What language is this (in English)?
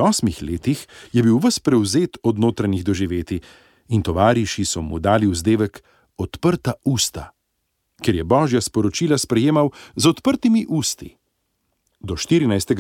Slovenian